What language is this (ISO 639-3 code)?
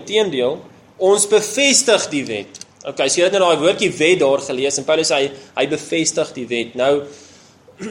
afr